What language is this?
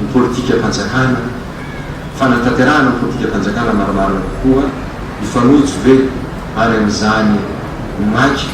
Malagasy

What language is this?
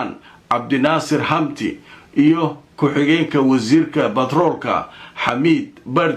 Somali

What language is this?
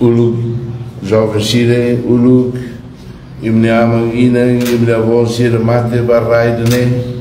Tetum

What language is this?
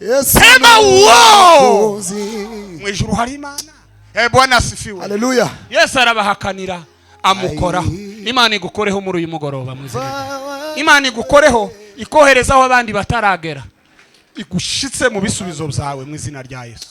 Kinyarwanda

